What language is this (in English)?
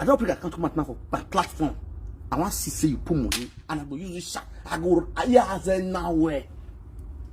Nigerian Pidgin